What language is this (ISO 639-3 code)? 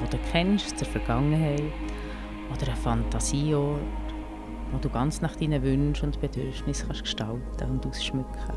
gsw